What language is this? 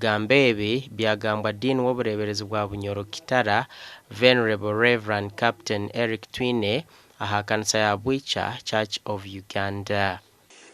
Nyankole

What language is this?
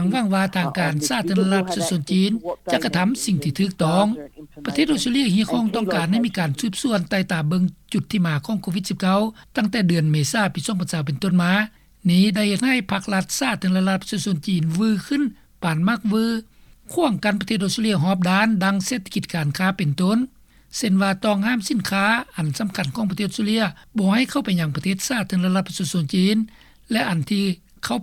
Lao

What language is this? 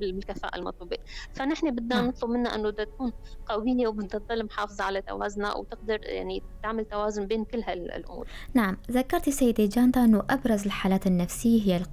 North Levantine Arabic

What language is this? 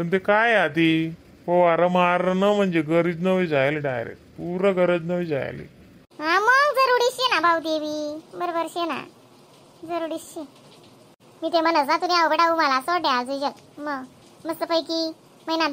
Khandesi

